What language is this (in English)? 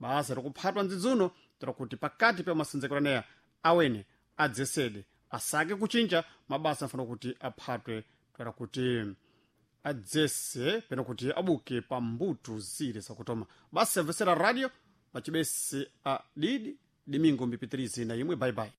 Sena